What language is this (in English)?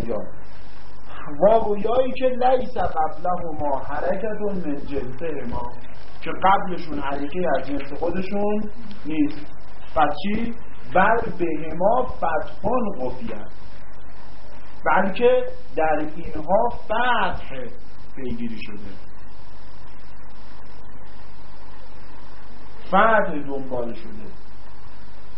Persian